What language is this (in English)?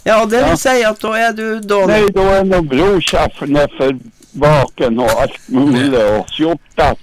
Norwegian